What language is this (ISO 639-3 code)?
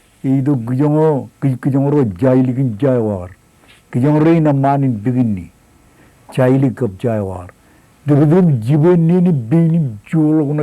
mah